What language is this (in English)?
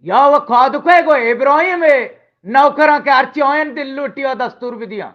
Eastern Balochi